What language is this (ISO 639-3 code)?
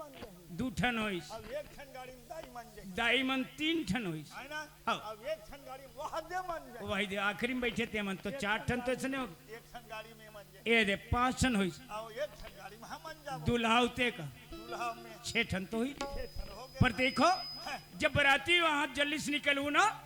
hne